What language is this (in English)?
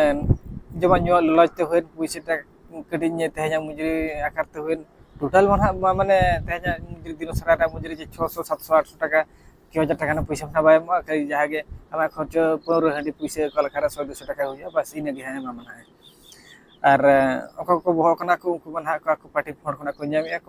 Santali